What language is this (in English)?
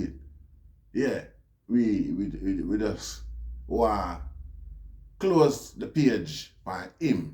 Jamaican Creole English